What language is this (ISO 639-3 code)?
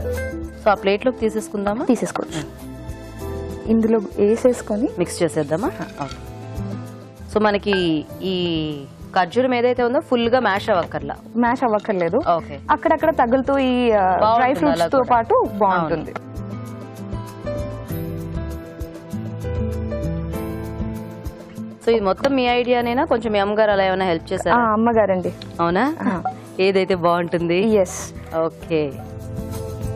tel